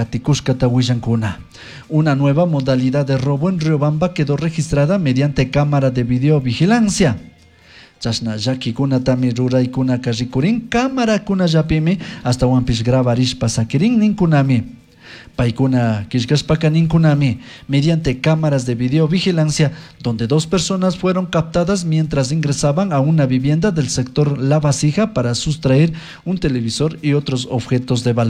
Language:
Chimborazo Highland Quichua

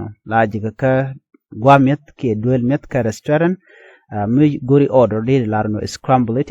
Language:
Nuer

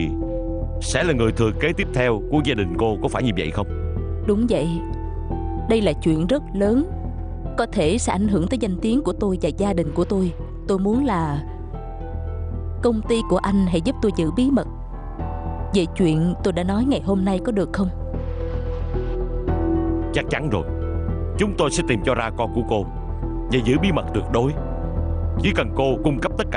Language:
Vietnamese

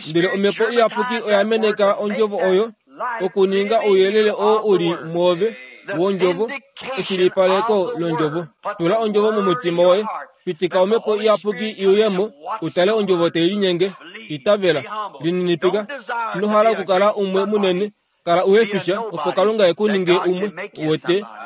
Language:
Kuanyama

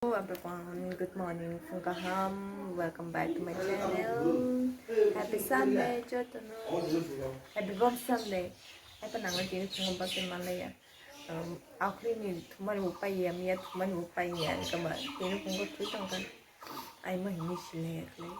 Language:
Kok Borok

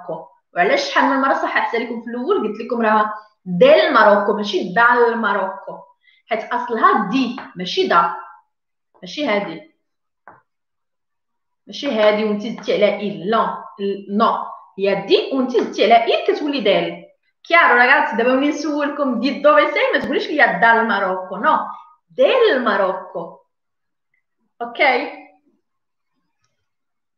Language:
Moroccan Arabic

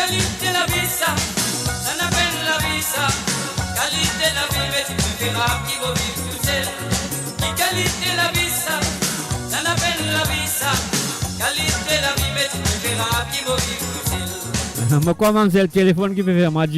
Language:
Morisyen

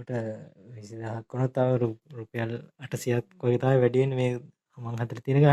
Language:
Sinhala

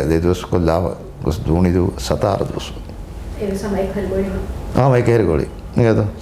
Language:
Divehi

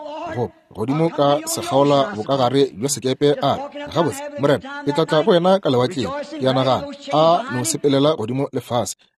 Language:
Northern Sotho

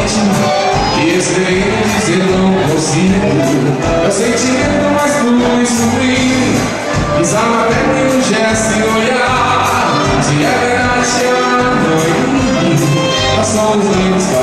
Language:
Portuguese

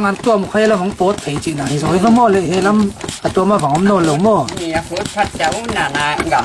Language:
Tedim Chin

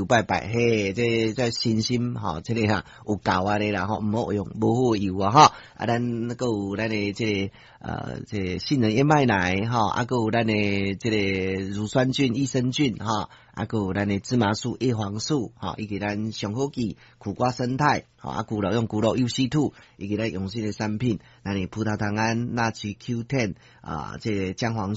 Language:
Min Nan Chinese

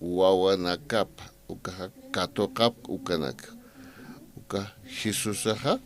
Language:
Aymara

